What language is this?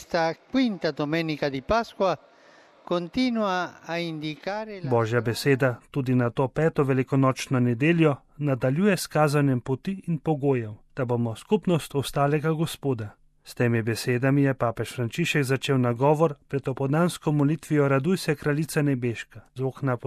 Slovenian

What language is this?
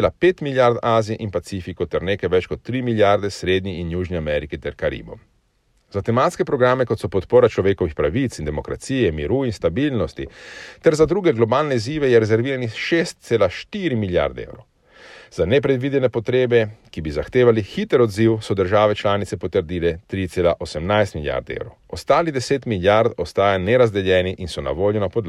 Slovenian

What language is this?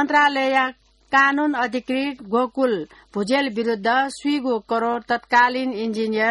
Newari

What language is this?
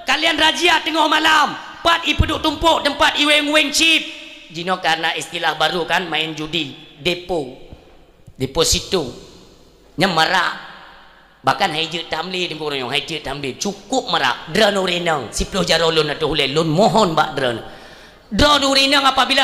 Achinese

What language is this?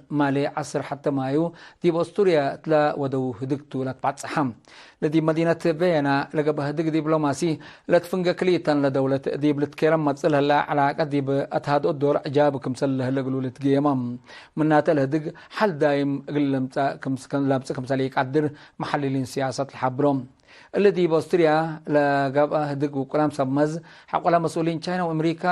Tigre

